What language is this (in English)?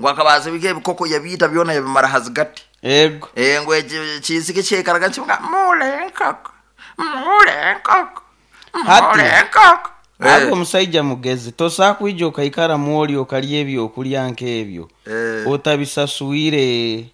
Nyankole